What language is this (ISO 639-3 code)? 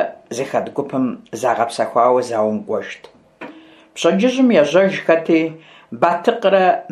kbd